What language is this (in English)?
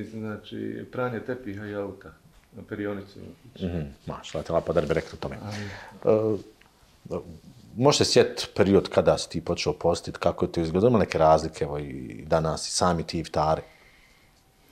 Bosnian